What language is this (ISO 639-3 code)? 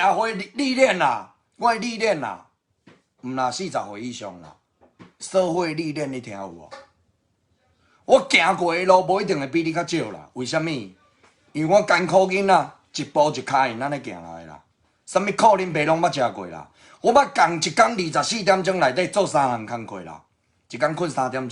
nan